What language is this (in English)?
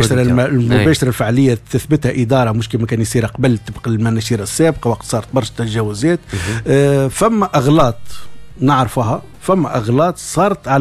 Tunisian Arabic